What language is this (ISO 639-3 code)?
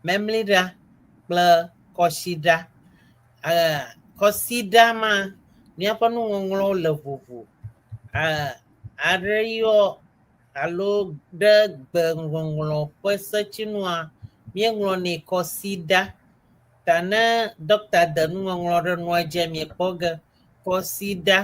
ewe